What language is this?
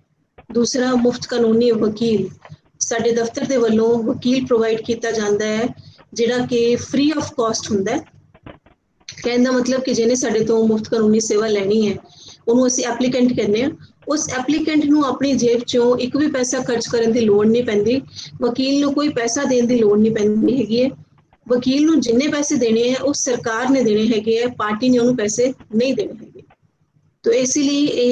Punjabi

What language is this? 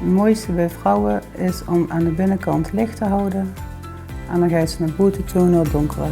Limburgish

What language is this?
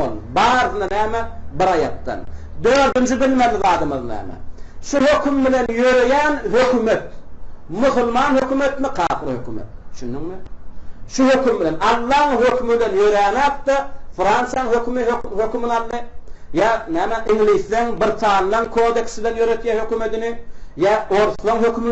Turkmen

